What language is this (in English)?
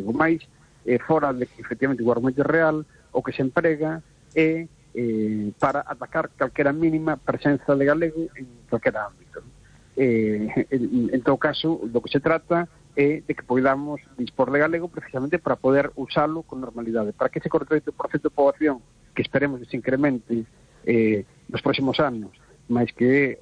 Galician